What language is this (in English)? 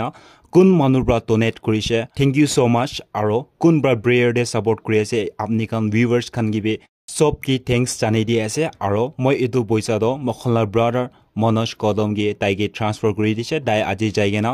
Naga Pidgin